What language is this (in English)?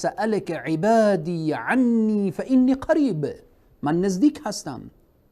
Persian